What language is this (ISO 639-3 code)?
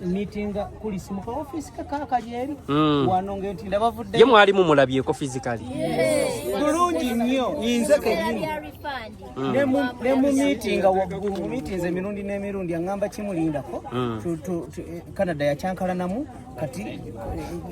lug